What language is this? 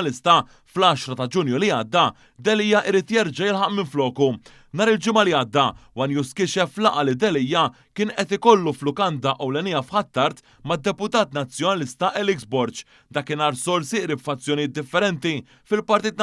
Maltese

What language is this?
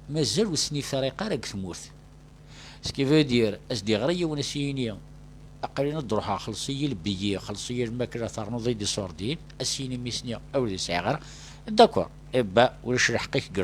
Kabyle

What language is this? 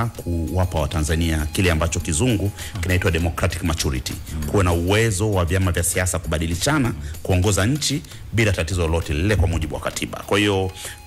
Swahili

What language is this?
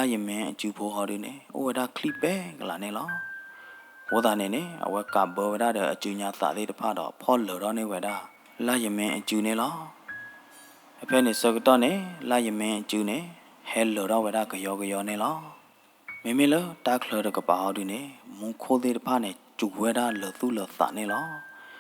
S'gaw Karen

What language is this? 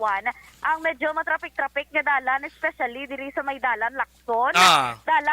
Hiligaynon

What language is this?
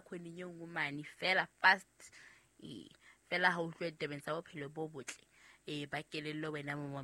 Southern Sotho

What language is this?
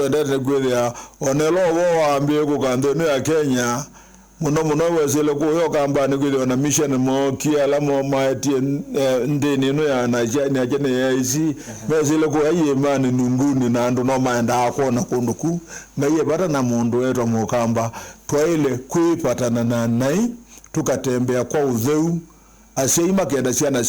Kamba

